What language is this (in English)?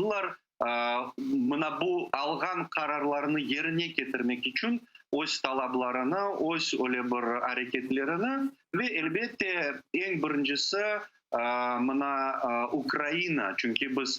Crimean Tatar